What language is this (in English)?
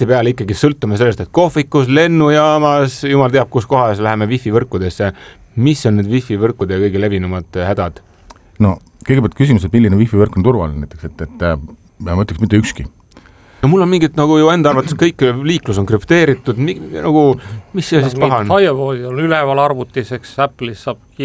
Estonian